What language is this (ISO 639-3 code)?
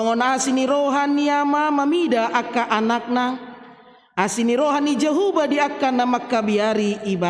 bbc